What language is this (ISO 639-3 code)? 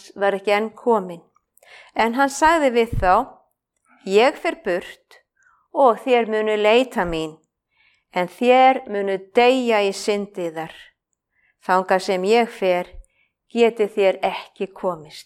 isl